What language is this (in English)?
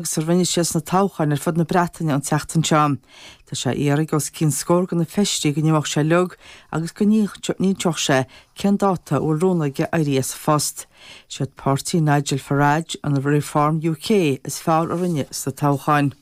Irish